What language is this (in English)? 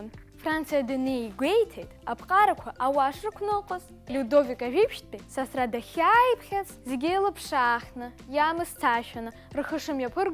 Abkhazian